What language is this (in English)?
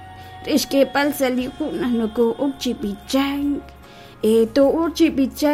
Kekchí